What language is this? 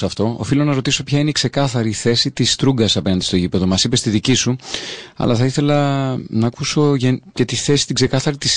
Greek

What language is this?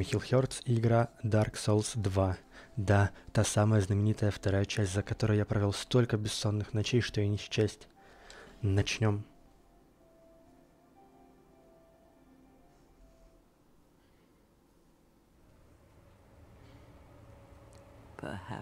Russian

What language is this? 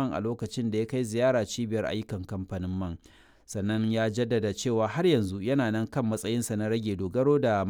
Hausa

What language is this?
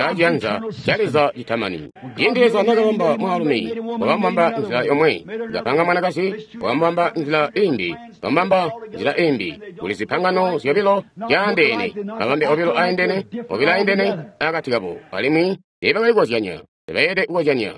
Tonga (Zambia)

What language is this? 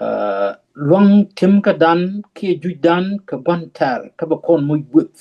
Nuer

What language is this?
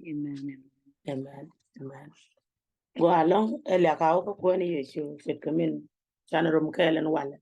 Nuer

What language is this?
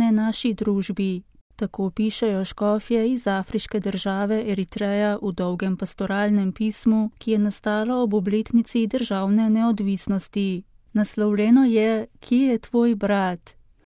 Slovenian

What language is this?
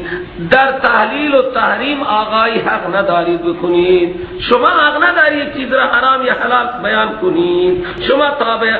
Persian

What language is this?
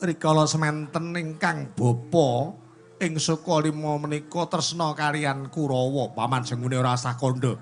Javanese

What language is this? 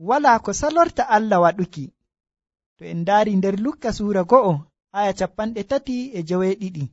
Nigerian Fulfulde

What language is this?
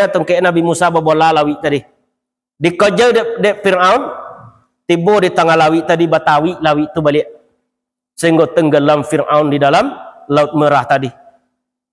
Minangkabau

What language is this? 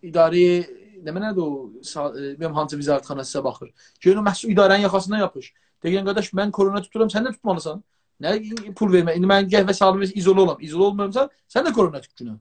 South Azerbaijani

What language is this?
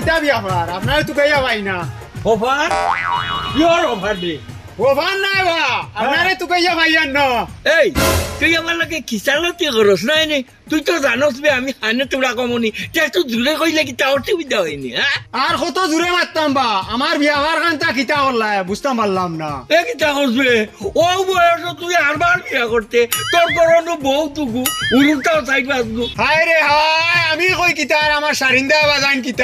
Sylheti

